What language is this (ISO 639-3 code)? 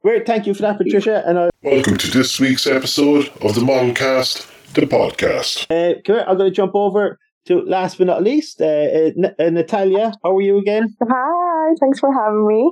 eng